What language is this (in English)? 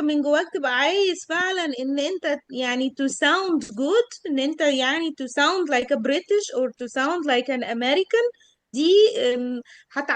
Egyptian Arabic